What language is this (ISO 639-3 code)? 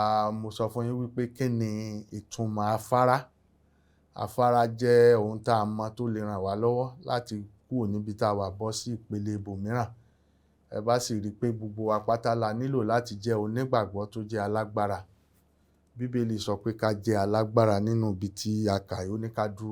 yor